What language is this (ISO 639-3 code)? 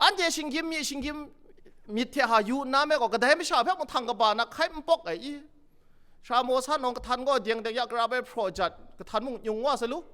kac